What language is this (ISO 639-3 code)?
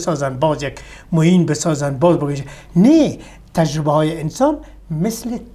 fas